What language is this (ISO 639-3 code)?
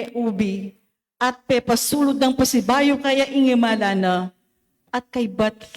pam